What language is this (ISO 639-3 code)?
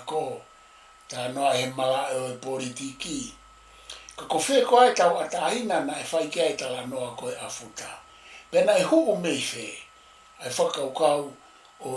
ton